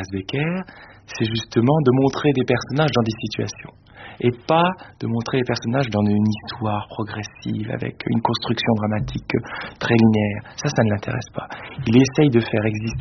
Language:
French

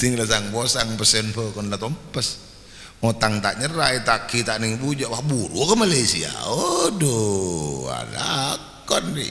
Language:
Madurese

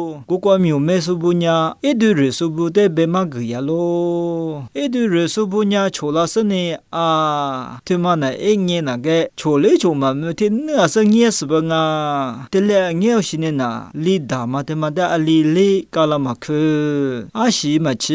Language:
Lisu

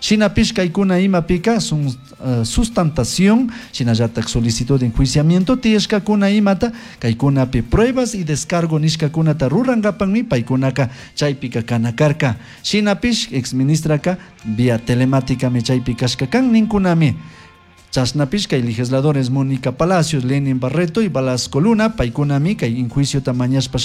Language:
Chimborazo Highland Quichua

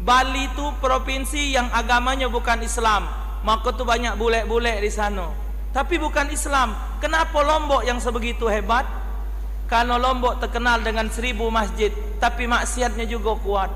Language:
Musi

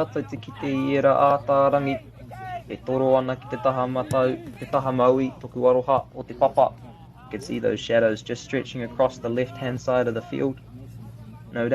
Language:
Māori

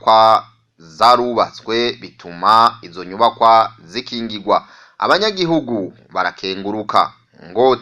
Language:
Rundi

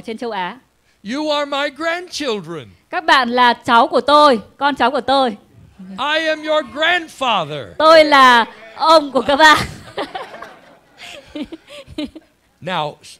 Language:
Vietnamese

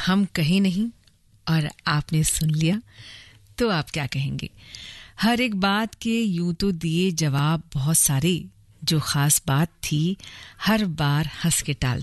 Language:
Hindi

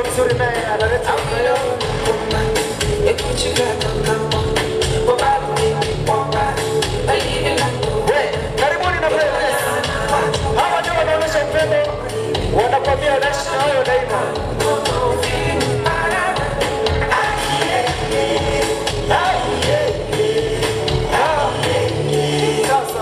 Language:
Swahili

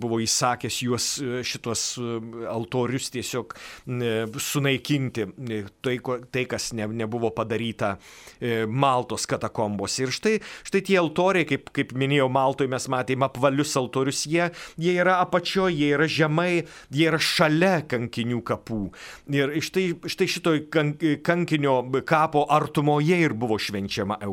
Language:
Lithuanian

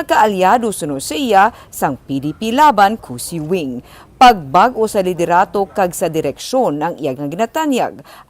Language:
Hiligaynon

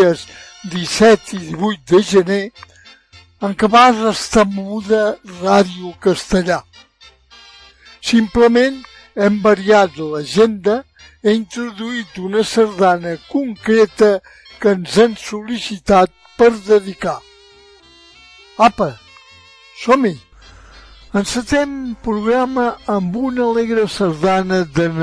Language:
Catalan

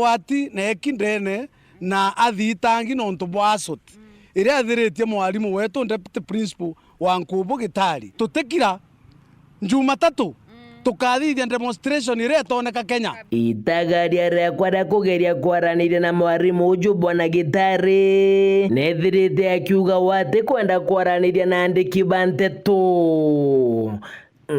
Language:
Meru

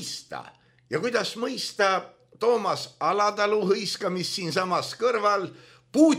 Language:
Estonian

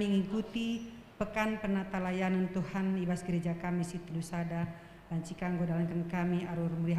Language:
Batak Karo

